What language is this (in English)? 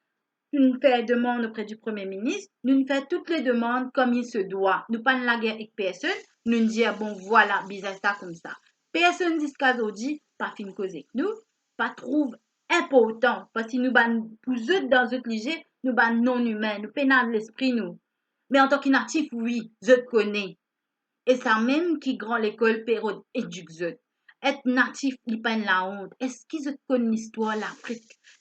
Morisyen